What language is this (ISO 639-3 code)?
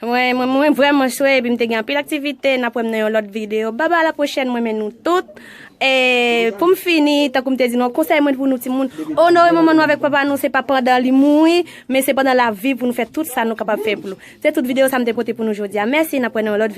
hat